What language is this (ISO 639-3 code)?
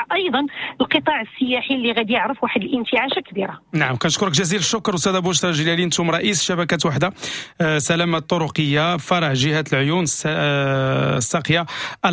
ary